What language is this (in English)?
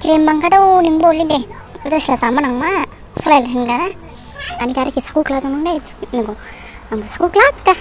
Dimasa